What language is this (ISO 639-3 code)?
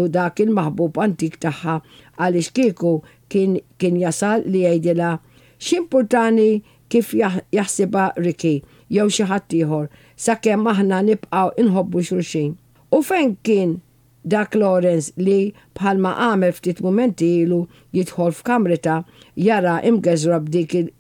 mlt